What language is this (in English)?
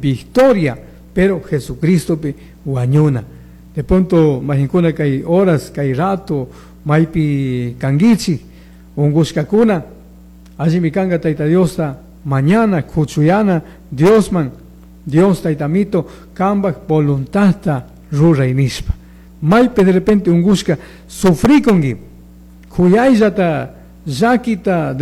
Chimborazo Highland Quichua